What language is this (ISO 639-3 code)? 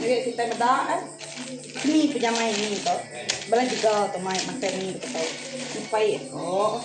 iba